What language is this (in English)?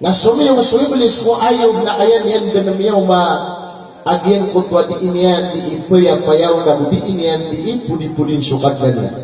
Maranao